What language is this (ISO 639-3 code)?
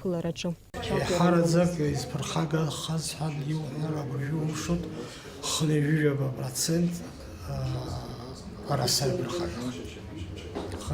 abk